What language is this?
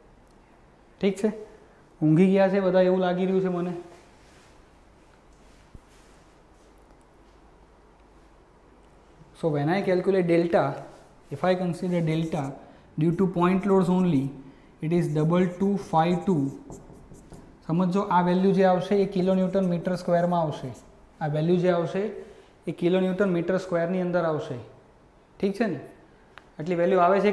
Gujarati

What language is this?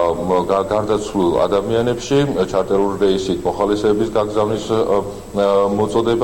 Georgian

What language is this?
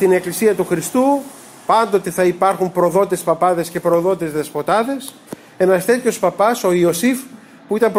Greek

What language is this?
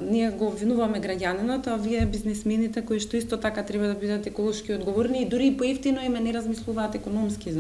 Macedonian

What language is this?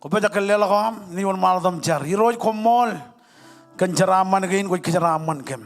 Marshallese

